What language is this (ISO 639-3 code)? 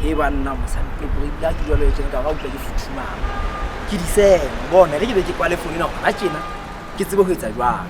sot